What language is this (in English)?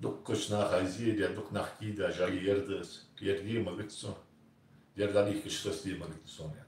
Ingush